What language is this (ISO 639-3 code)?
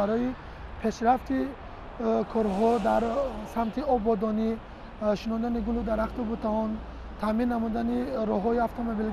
tgk